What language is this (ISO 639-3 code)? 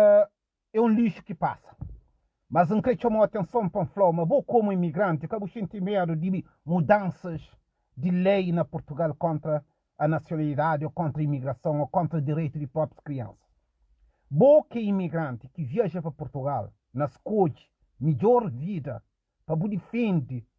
kea